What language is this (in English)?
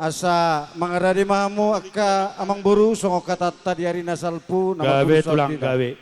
Batak Toba